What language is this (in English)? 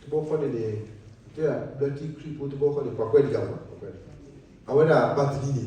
S'gaw Karen